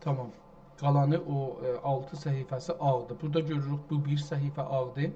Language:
South Azerbaijani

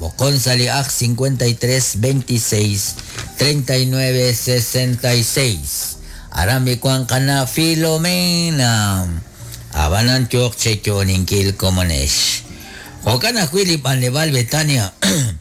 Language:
Kekchí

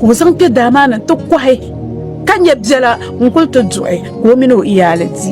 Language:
Dagbani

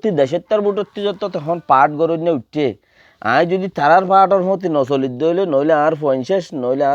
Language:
Rohingya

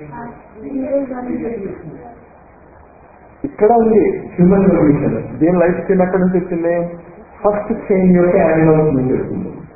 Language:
Telugu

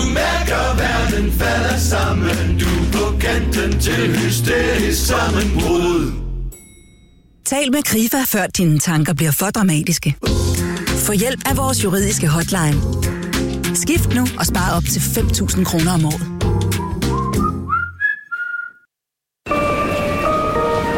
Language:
Danish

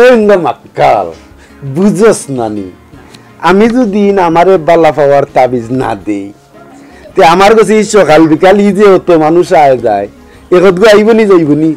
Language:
Sylheti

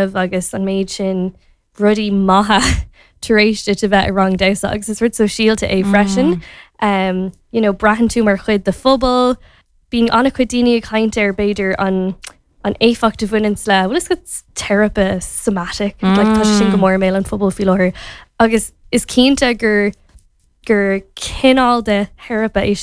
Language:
Irish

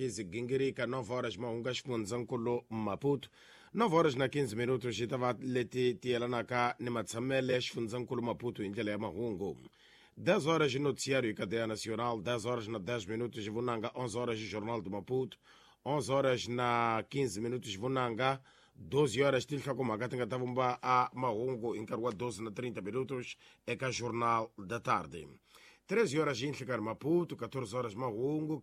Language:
Tsonga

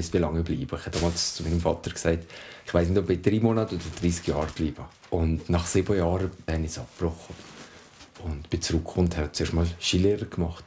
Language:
Swiss German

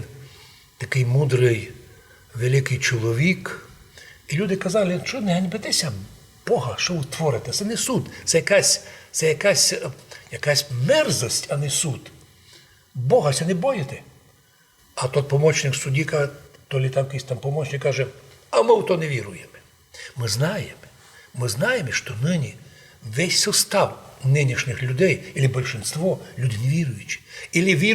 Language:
Rusyn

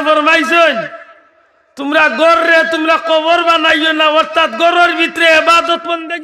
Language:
Sylheti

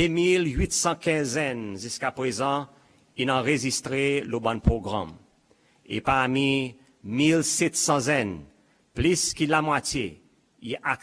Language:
Seselwa Creole French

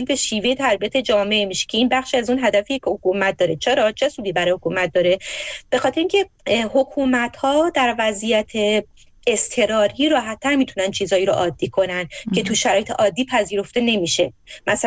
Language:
Persian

